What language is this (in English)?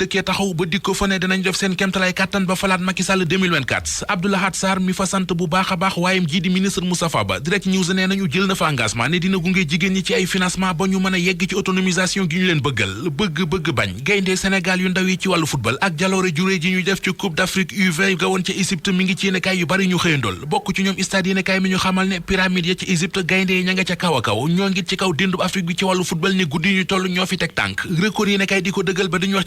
Wolof